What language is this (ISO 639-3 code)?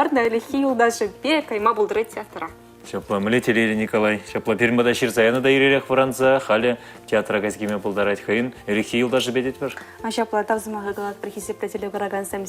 chv